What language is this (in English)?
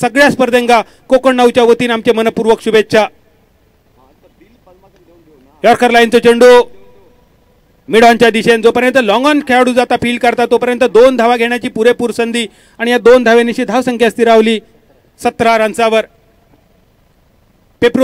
Marathi